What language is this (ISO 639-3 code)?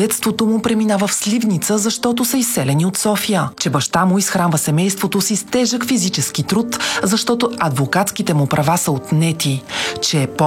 bul